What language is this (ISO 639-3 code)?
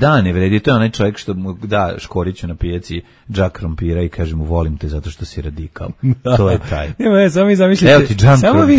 srp